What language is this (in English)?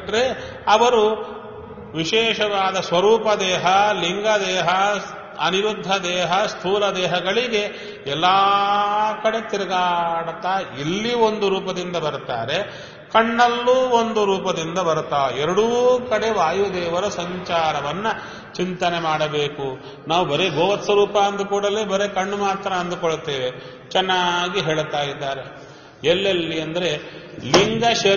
Kannada